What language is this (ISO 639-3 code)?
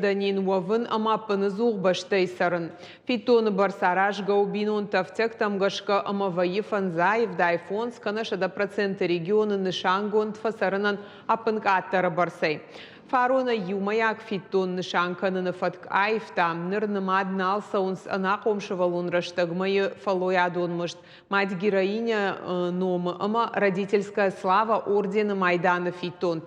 oss